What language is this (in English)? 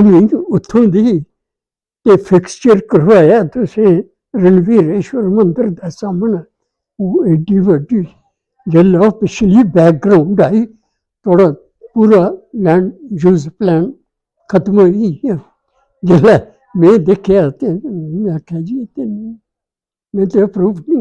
Dogri